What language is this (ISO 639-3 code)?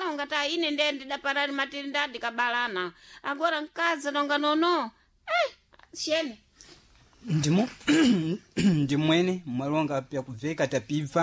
seh